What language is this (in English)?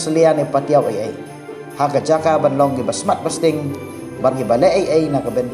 Khasi